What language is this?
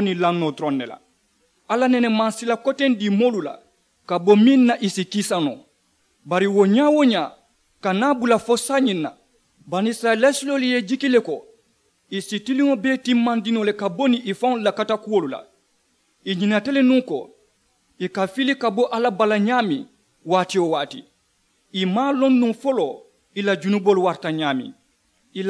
Mandingo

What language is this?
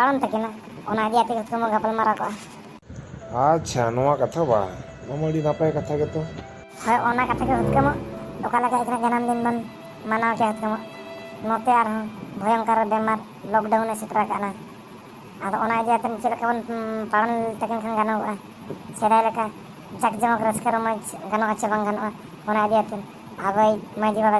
Santali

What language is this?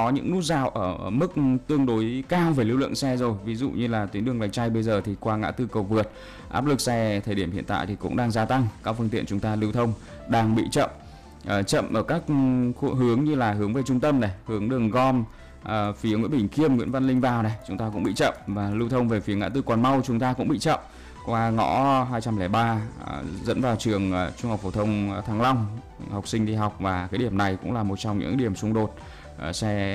Vietnamese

